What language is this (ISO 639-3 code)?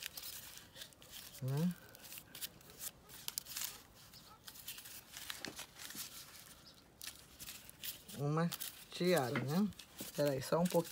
por